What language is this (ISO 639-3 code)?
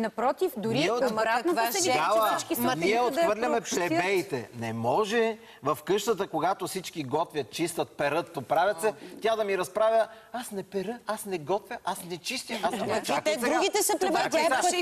bul